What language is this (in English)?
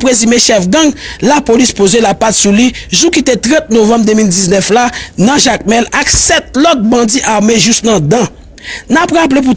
Haitian Creole